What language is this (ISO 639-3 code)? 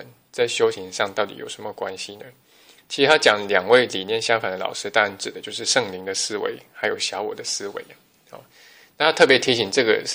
zho